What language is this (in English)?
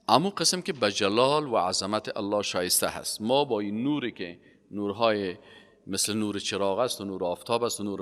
Persian